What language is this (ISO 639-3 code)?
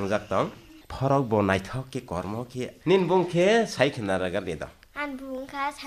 trp